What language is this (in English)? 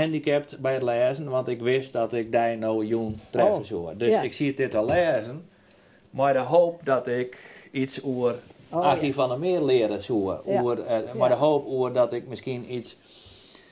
Western Frisian